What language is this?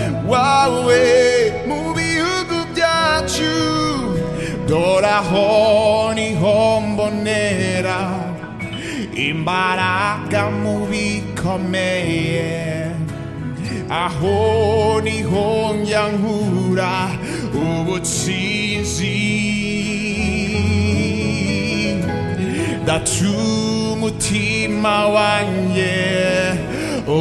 Kinyarwanda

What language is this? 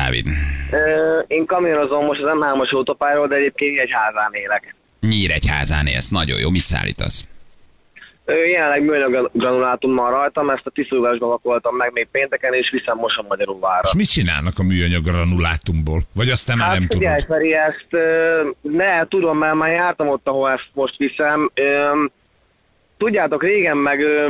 Hungarian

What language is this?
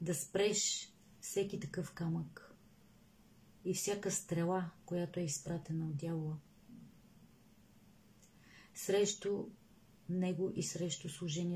Bulgarian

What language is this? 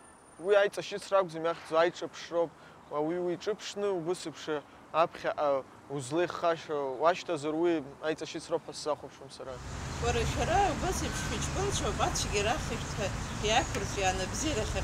Abkhazian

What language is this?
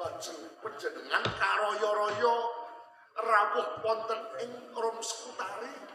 Javanese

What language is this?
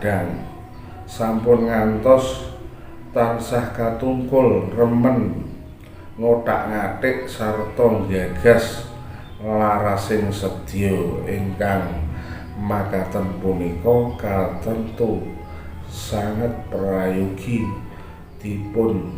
Javanese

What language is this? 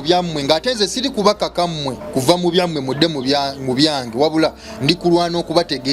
Ganda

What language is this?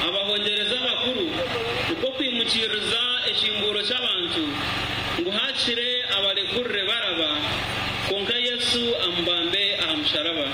Nyankole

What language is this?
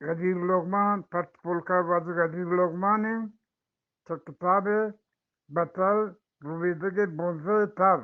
Eastern Balochi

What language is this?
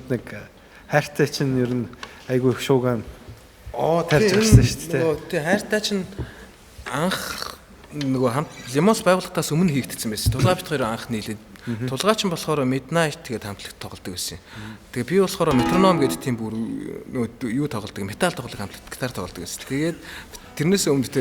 Mongolian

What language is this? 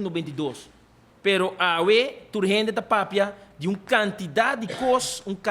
Papiamento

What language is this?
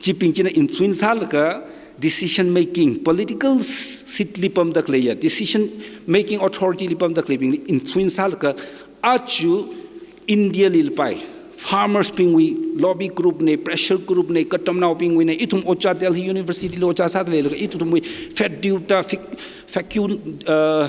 Tangkhul Naga (India)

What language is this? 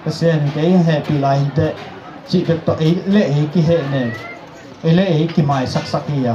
Tedim Chin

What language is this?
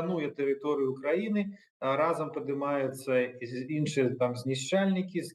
Belarusian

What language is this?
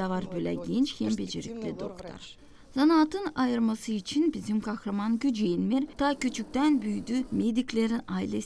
Gagauz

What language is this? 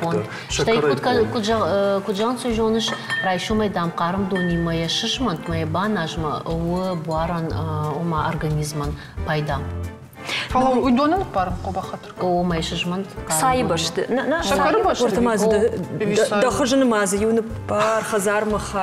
Ossetic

